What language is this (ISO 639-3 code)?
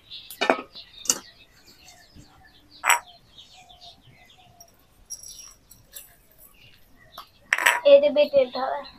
ben